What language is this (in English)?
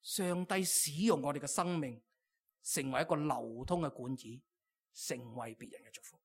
Cantonese